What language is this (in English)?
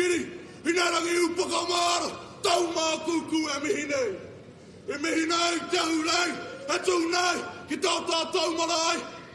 Māori